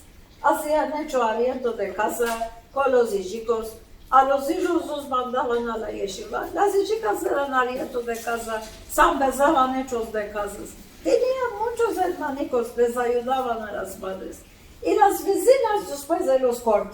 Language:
Ladino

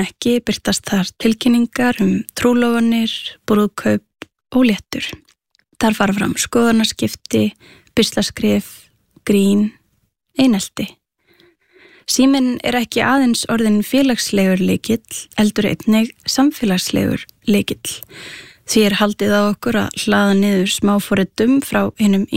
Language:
Icelandic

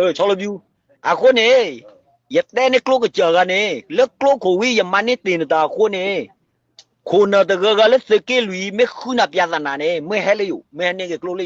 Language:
S'gaw Karen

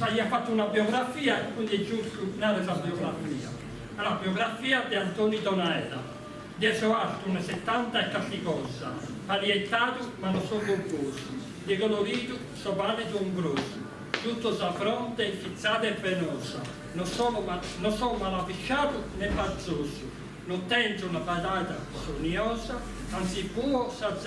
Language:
Sardinian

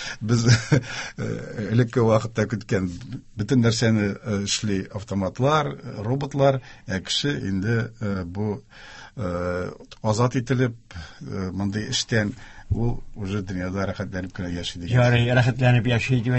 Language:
Tatar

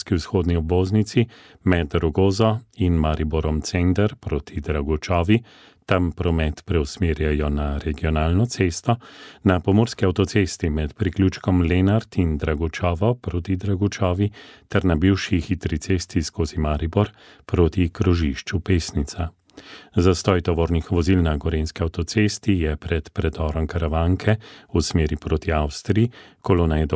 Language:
Slovenian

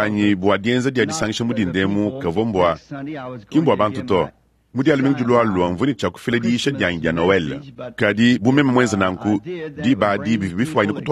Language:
Luba-Lulua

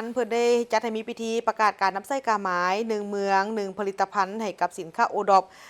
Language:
Lao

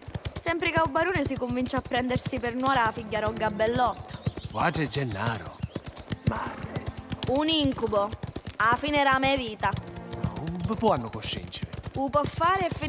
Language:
Sicilian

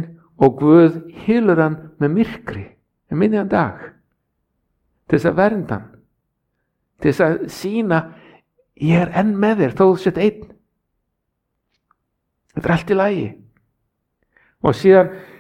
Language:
Icelandic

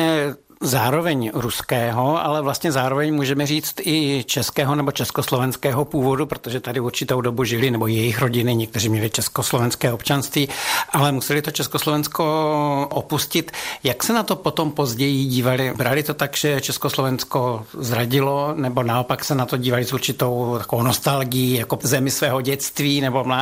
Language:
Czech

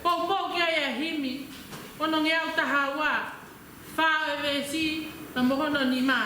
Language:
Tongan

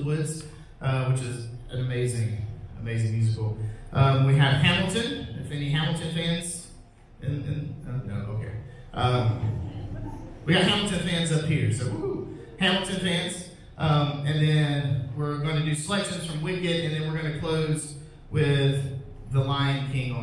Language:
English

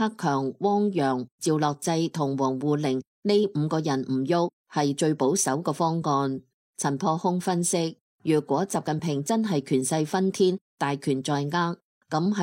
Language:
Cantonese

